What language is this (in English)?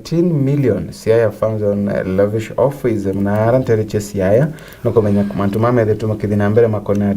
Meru